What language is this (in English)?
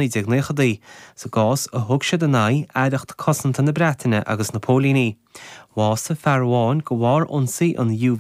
Irish